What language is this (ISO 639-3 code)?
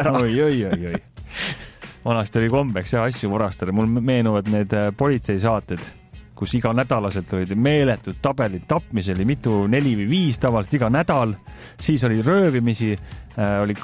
est